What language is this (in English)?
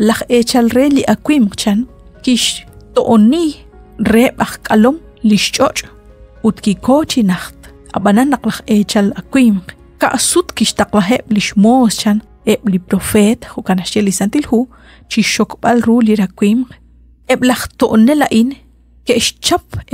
Kekchí